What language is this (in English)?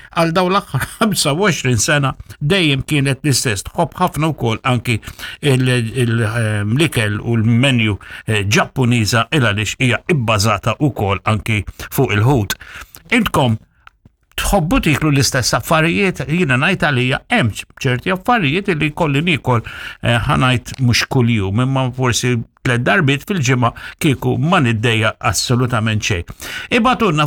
Maltese